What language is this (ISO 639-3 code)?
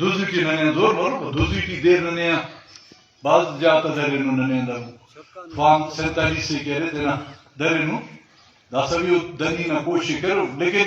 brh